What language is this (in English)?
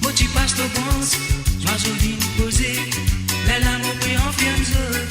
Morisyen